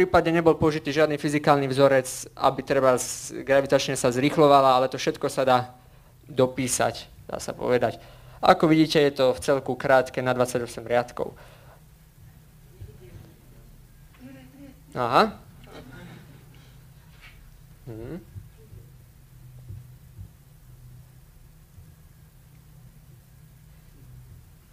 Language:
Slovak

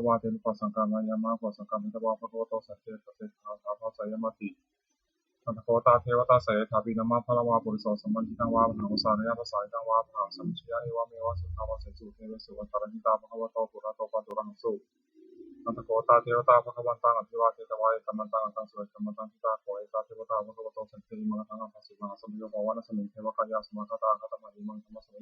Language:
Pali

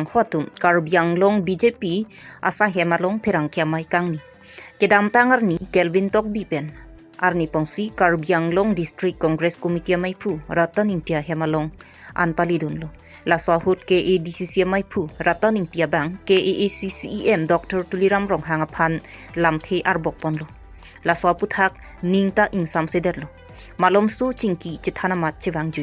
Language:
Karbi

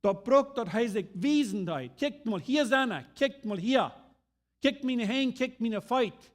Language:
Plautdietsch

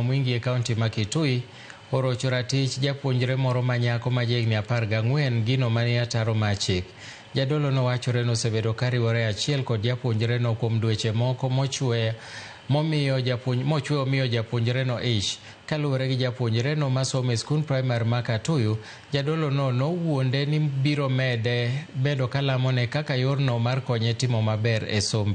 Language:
Luo (Kenya and Tanzania)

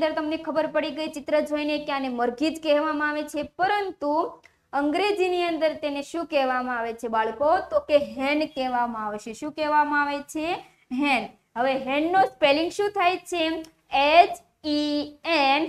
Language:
Gujarati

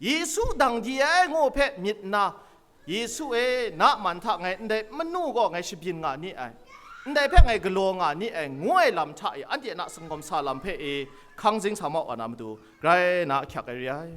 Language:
Kachin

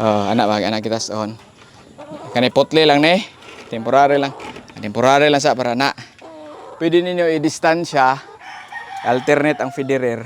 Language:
Cebuano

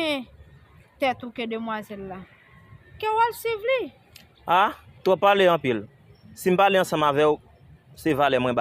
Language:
Haitian Creole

